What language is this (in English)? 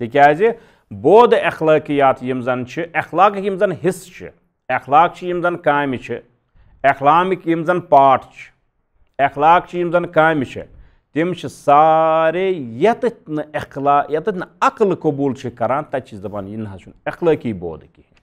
Kashmiri